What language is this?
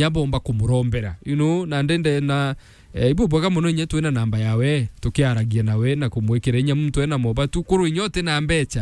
Meru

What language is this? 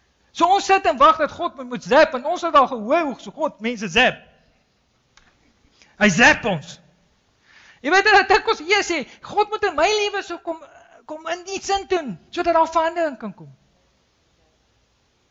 Afrikaans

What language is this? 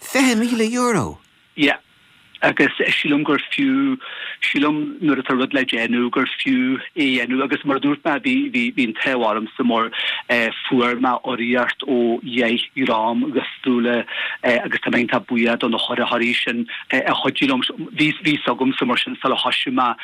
Irish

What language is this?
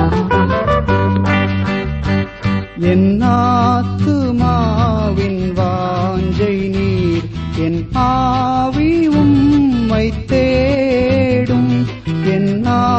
Tamil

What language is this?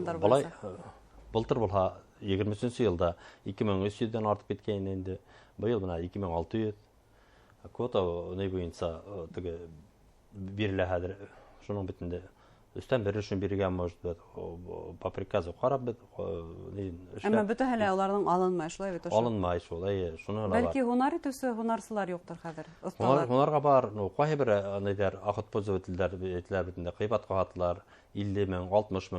Bashkir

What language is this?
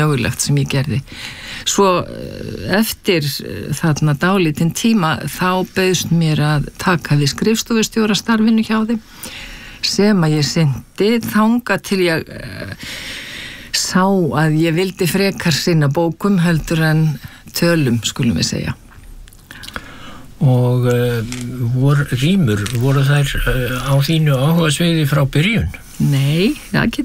Icelandic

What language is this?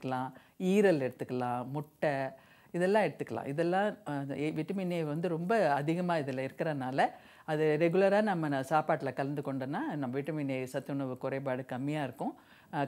Tamil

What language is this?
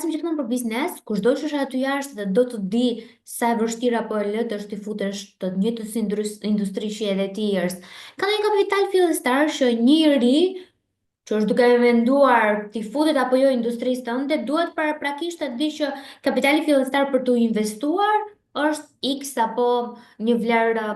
Albanian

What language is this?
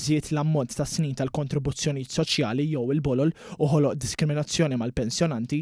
Maltese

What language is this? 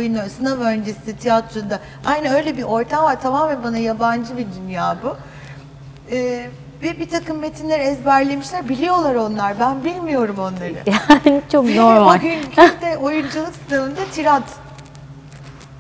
Turkish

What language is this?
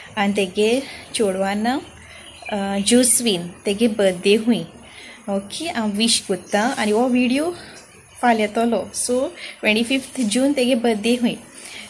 Konkani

